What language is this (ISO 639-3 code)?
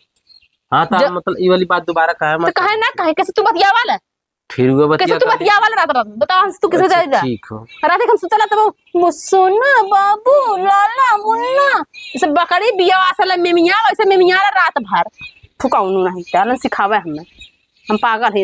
awa